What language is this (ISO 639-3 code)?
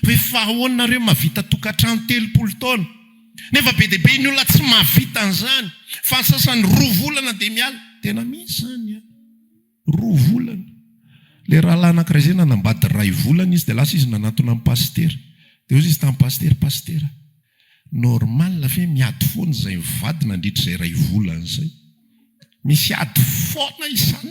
mlg